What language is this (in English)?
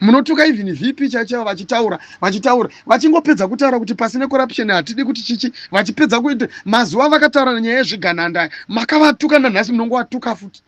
Shona